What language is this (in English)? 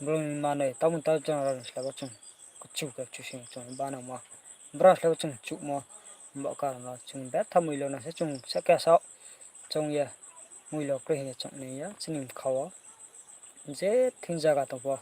Riang (India)